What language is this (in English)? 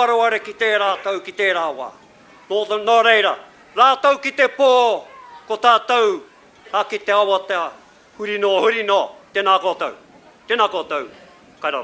Māori